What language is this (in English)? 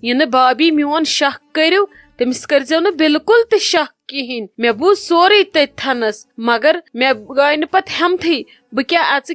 Kashmiri